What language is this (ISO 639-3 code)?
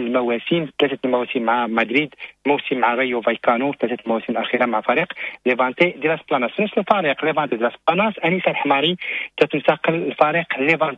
ary